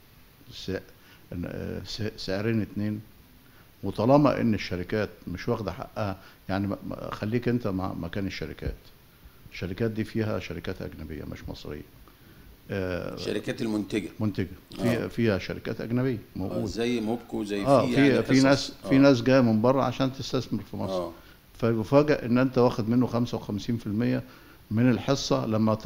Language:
Egyptian Arabic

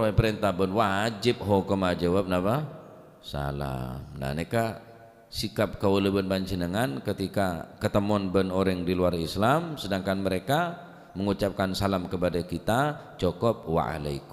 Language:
Madurese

